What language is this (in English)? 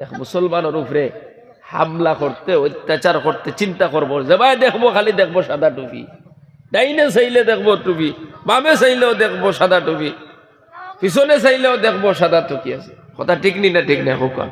Sylheti